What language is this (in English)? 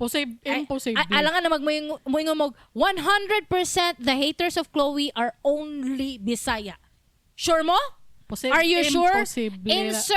Cebuano